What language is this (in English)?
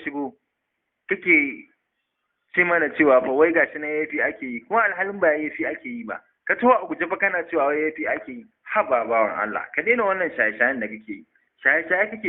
Hausa